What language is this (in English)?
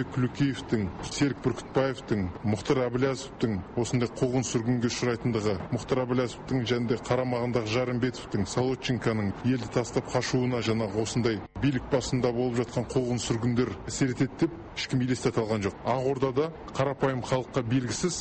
Kazakh